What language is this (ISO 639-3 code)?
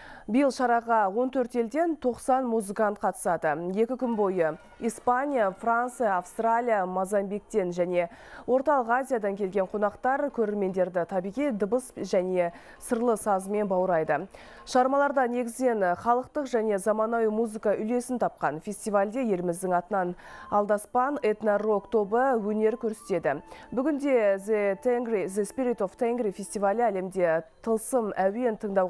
kaz